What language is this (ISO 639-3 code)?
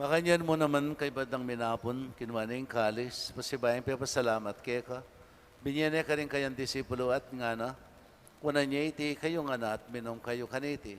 pam